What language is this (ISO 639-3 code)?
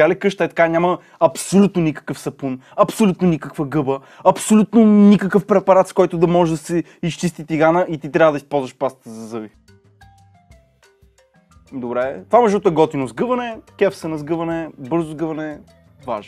bul